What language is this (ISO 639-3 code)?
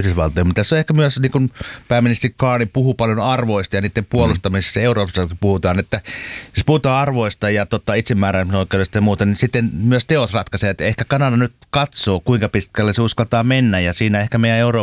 fin